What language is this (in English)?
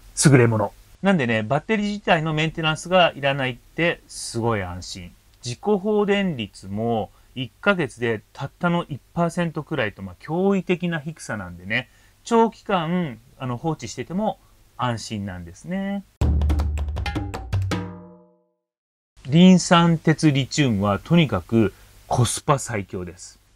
Japanese